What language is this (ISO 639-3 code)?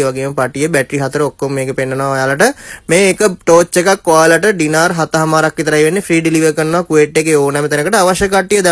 sin